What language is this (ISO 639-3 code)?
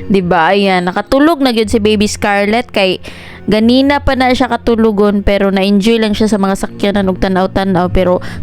ceb